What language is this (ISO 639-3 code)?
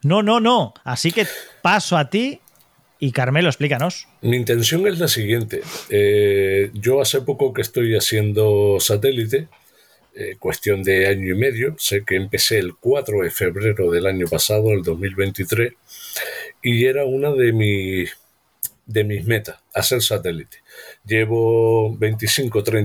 spa